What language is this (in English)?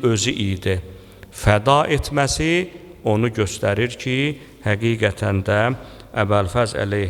Azerbaijani